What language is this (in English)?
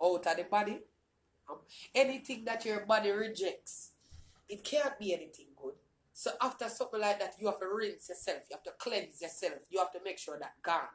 Jamaican Creole English